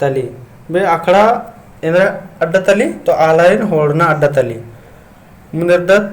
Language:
Kurukh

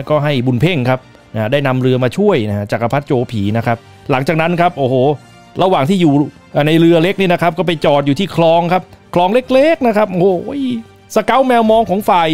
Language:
Thai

